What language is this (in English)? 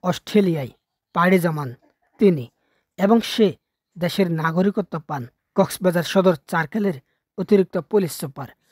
Bangla